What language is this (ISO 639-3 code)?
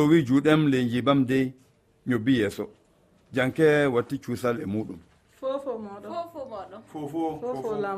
ful